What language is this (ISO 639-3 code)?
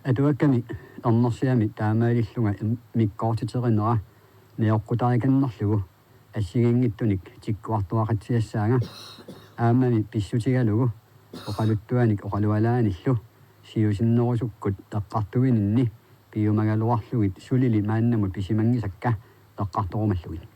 kal